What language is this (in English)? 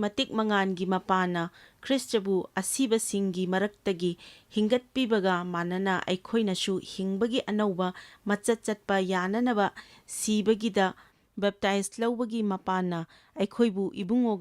Manipuri